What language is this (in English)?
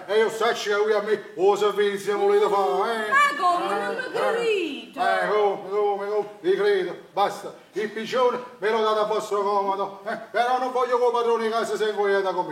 Neapolitan